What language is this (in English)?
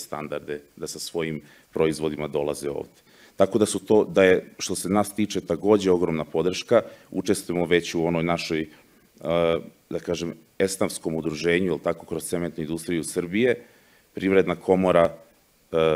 Serbian